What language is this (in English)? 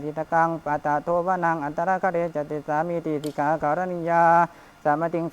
Pali